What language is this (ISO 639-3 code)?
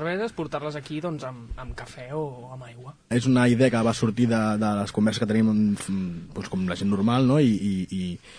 cat